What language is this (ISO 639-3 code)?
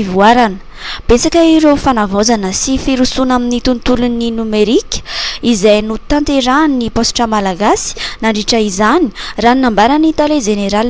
mlg